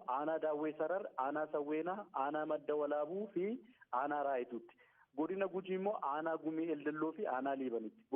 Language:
Oromo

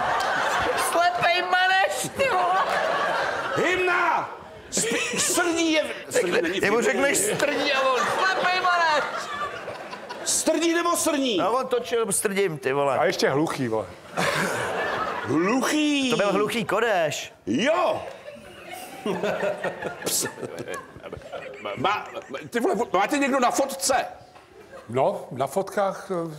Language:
Czech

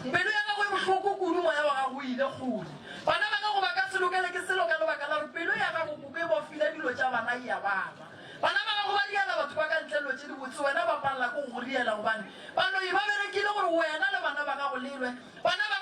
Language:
Northern Sotho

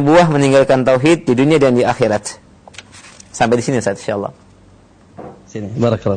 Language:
Indonesian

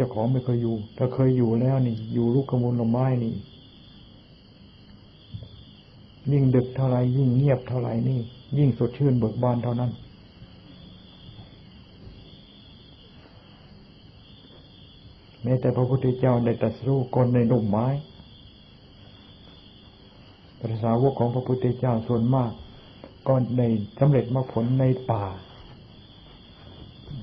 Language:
Thai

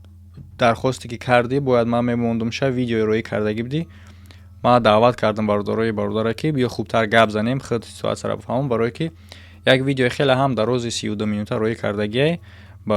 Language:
Tajik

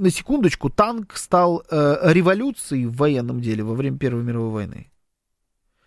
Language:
Russian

